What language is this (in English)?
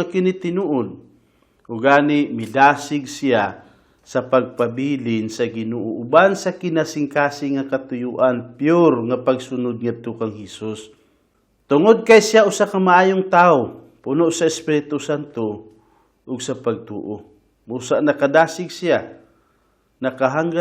Cebuano